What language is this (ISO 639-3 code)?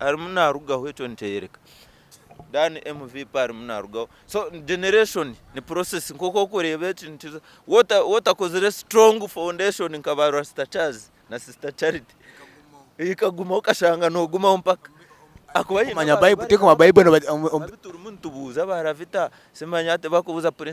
nyn